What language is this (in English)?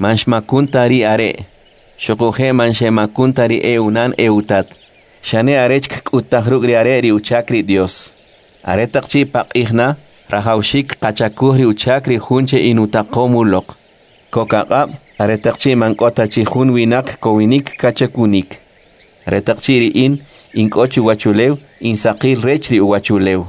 Kʼicheʼ